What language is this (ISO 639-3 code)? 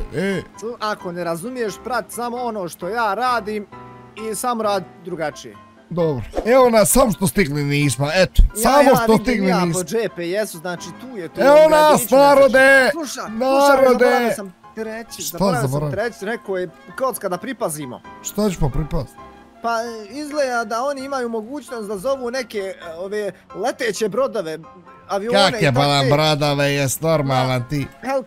bos